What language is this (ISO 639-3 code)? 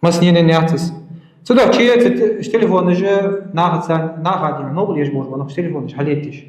inh